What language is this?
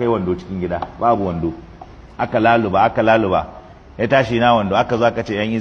Hausa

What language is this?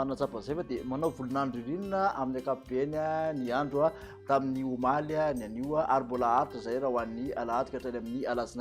Malagasy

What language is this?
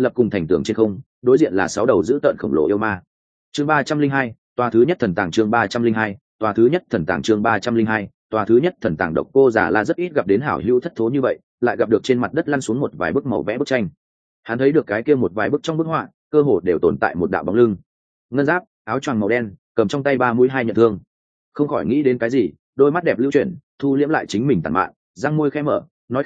Vietnamese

